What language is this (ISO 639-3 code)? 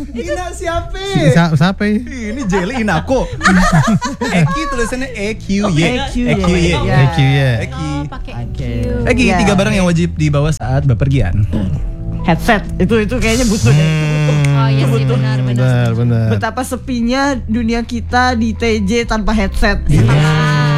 ind